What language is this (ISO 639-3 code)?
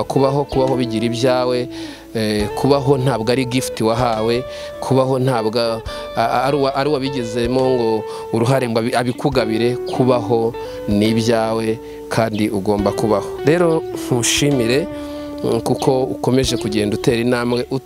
kin